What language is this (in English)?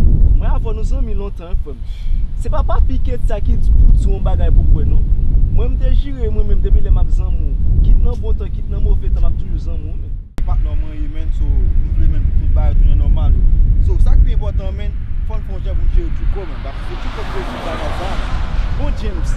Haitian Creole